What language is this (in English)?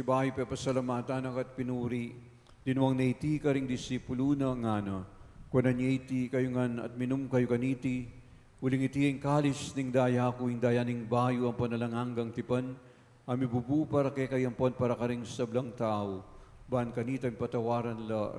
Pampanga